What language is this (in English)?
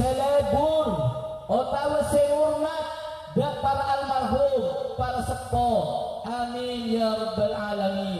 Madurese